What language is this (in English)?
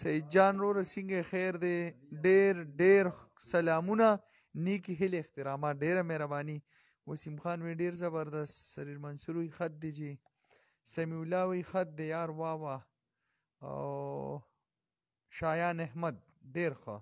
Pashto